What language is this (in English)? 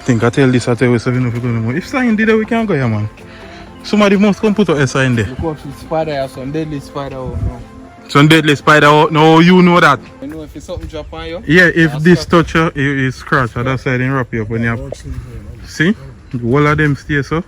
Jamaican Creole English